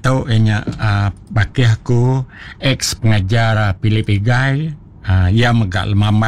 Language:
Iban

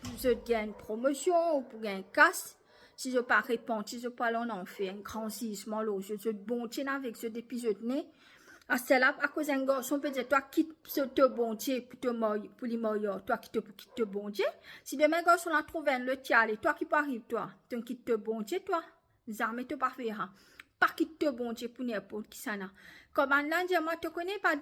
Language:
Morisyen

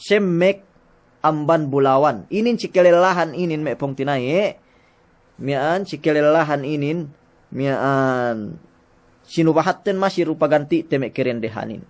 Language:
Yakan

